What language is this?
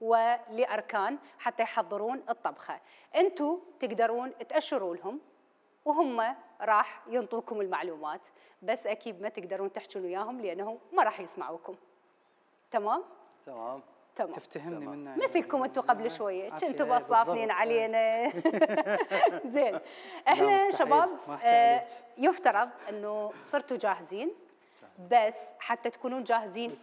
Mesopotamian Arabic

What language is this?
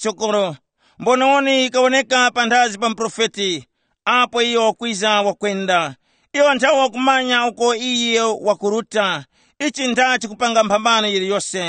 Tumbuka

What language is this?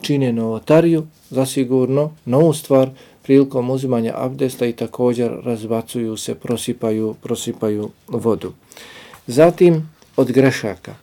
Bosnian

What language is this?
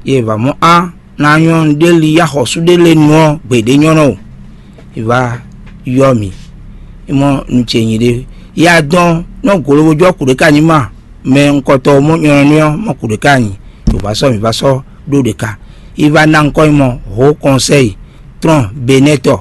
Fon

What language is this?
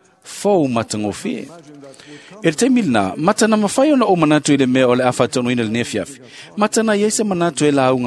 Samoan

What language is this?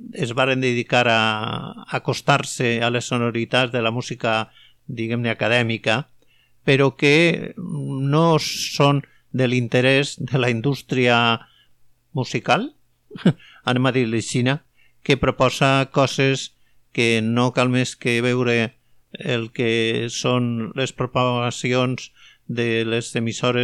Catalan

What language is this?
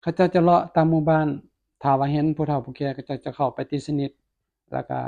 Lao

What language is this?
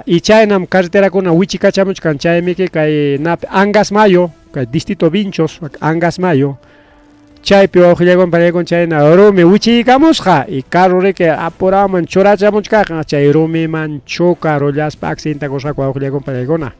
Ayacucho Quechua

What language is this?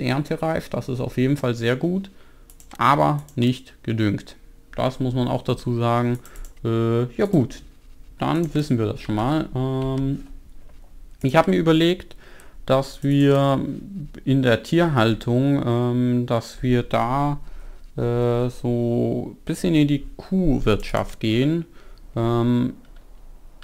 German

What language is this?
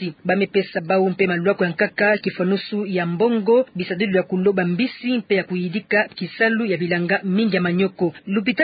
Kituba (Democratic Republic of Congo)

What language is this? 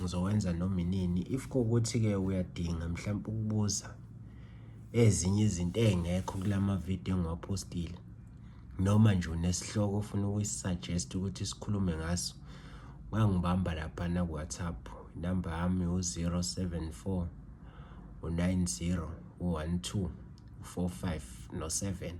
Zulu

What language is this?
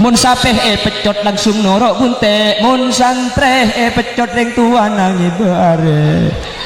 Madurese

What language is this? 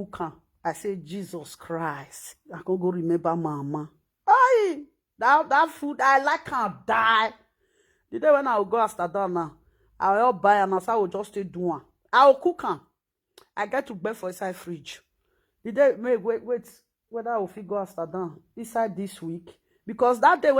Nigerian Pidgin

